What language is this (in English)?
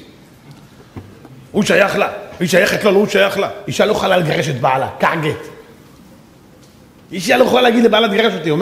Hebrew